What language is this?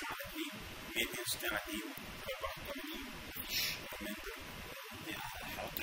Egyptian Arabic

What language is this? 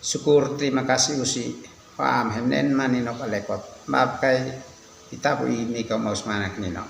Uab Meto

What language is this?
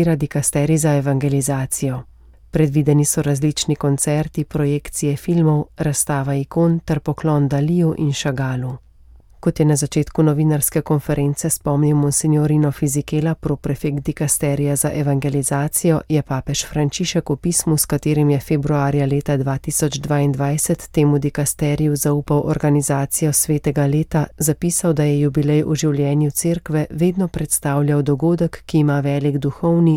Slovenian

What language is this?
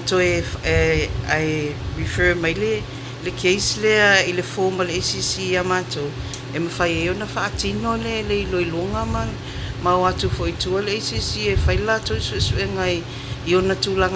Samoan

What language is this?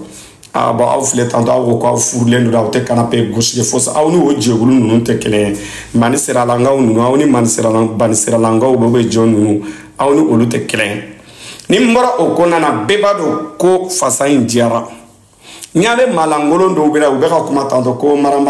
Bambara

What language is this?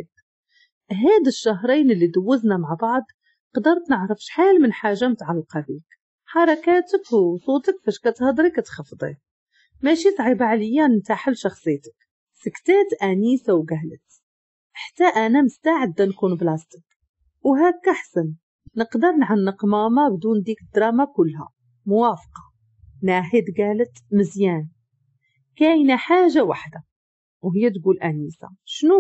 Moroccan Arabic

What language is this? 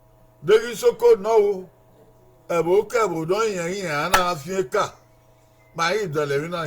Bini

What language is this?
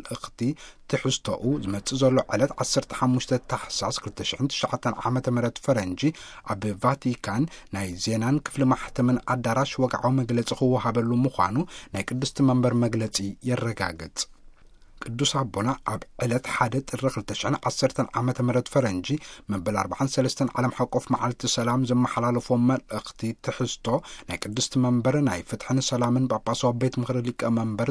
Tigrinya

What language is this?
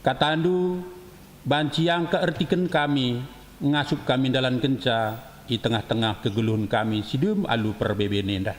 Batak Karo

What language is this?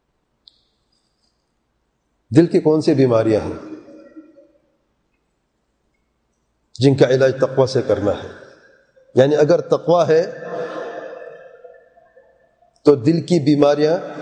Urdu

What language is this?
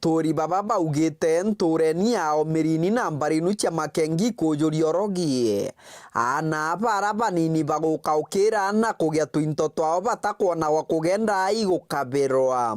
Meru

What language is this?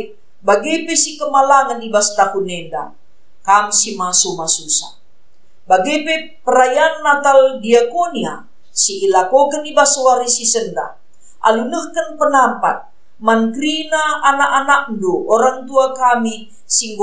Batak Karo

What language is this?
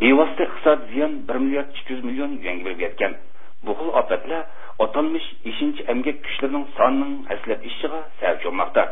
Uyghur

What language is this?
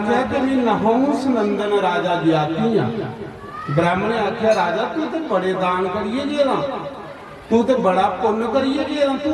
Dogri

